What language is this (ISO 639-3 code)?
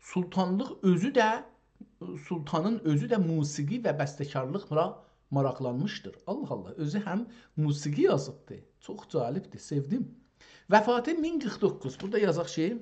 azb